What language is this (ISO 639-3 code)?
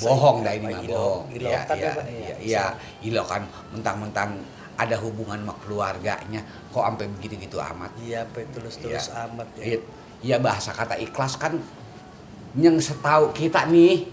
bew